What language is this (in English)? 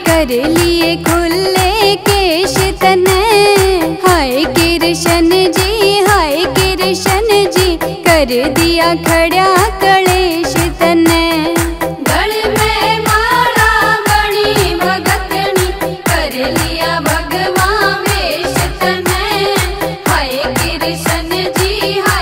Haryanvi